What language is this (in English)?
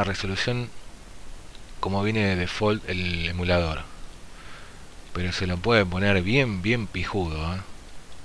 Spanish